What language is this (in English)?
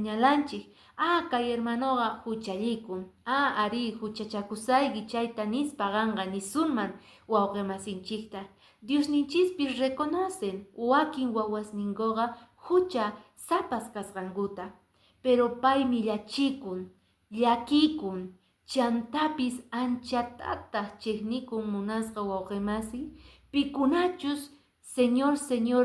Quechua